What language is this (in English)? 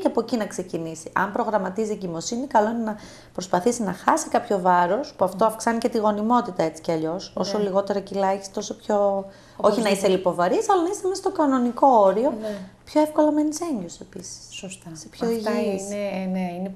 Greek